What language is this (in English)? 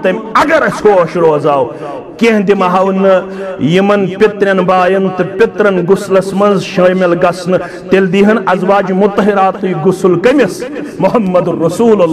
Kashmiri